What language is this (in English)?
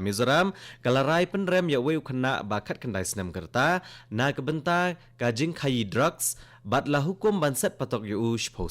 Khasi